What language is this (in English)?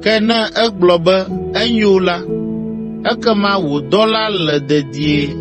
Ewe